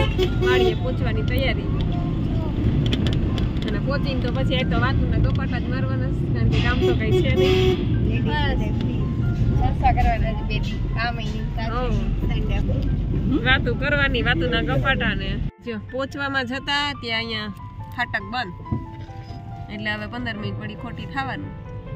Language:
Gujarati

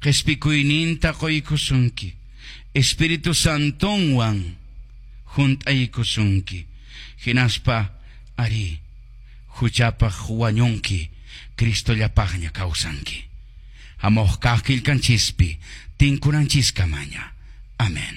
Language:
Quechua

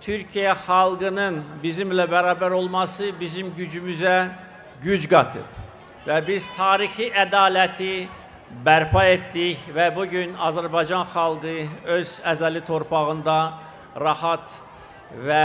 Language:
Azerbaijani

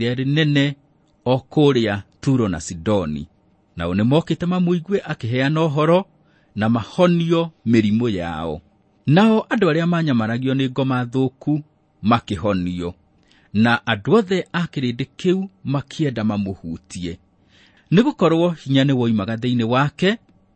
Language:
Kikuyu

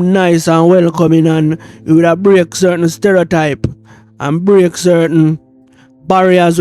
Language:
Jamaican Creole English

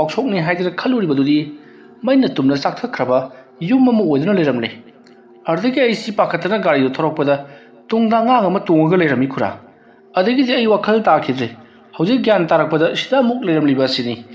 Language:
Manipuri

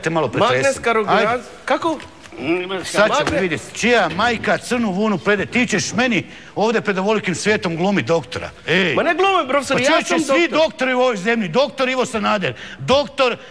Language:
Croatian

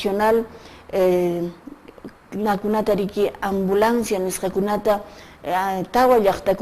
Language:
Quechua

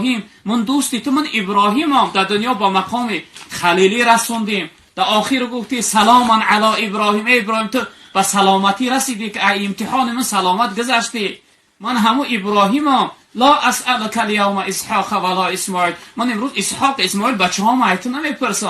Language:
Tajik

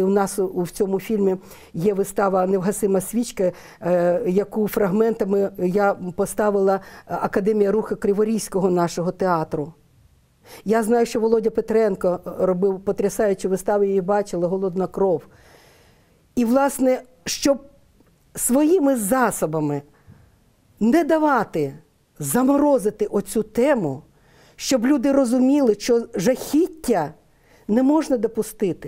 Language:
Ukrainian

